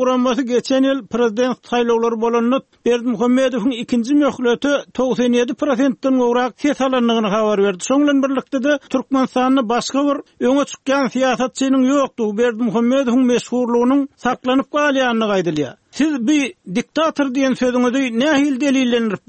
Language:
Turkmen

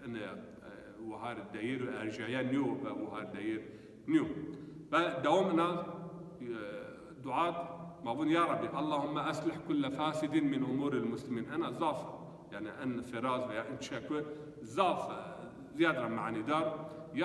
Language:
Zaza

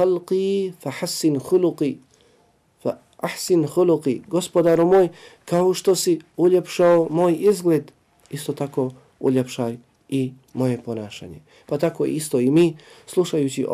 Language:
Bosnian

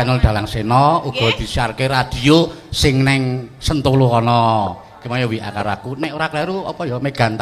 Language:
Javanese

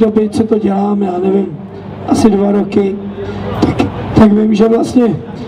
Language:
Czech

